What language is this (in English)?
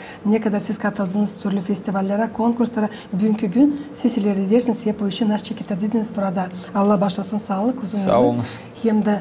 Gagauz